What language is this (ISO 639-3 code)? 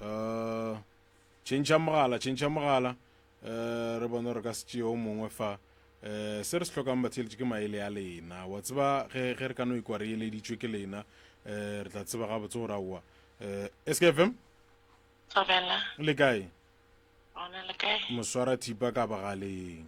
nso